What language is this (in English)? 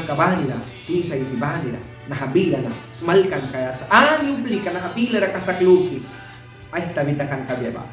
Mískito